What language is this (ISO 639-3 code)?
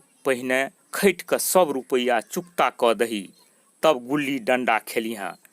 mai